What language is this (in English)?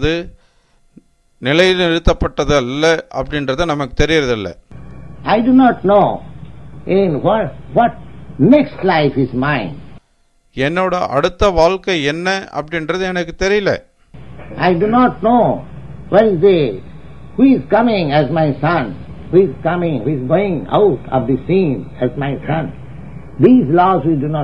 Tamil